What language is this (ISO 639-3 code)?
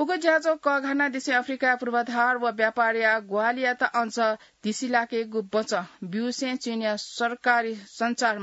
new